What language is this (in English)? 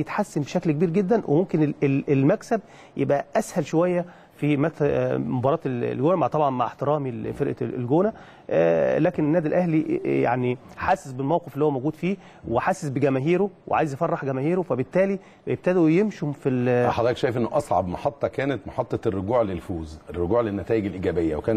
Egyptian Arabic